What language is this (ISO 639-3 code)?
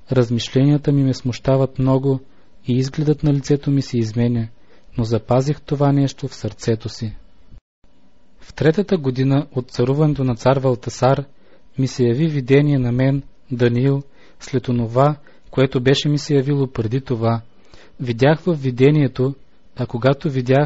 bul